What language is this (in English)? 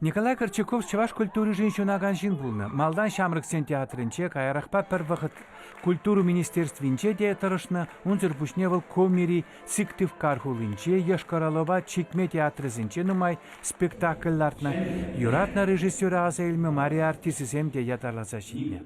Chuvash